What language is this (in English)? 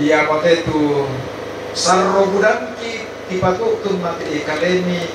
Toraja-Sa'dan